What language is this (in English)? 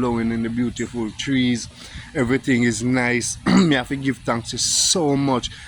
Jamaican Creole English